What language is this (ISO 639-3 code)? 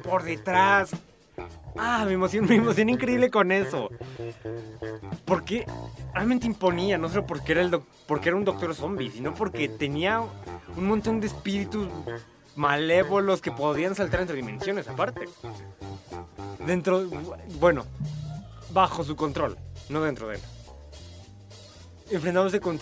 spa